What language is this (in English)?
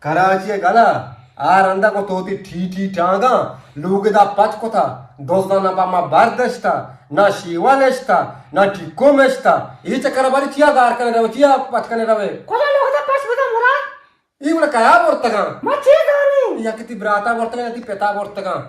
Eastern Balochi